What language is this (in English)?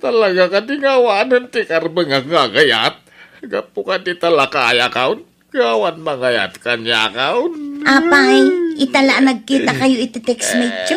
Iloko